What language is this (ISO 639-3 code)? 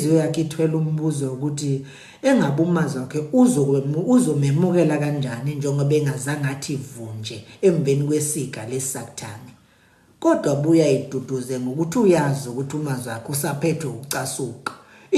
zul